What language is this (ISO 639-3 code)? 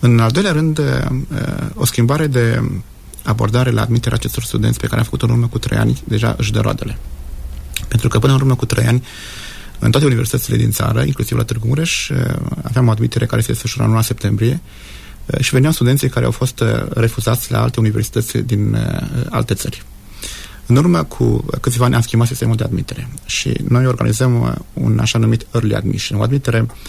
ron